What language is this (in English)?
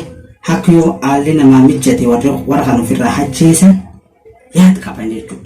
Oromo